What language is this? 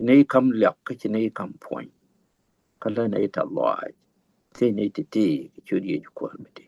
Nuer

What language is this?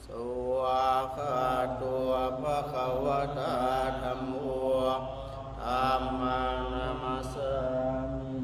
Pali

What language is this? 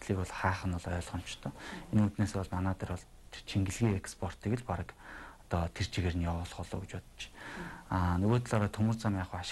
Mongolian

